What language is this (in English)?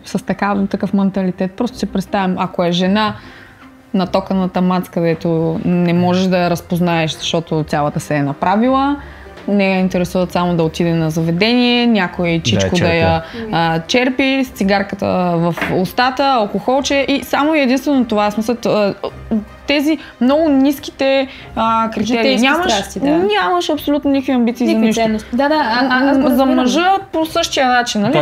Bulgarian